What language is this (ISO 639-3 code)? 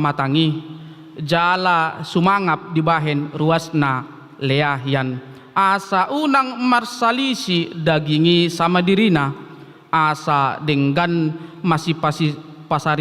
bbc